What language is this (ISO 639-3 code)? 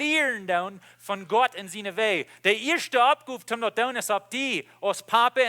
pdt